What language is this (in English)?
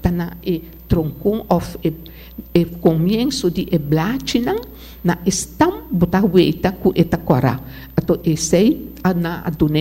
Papiamento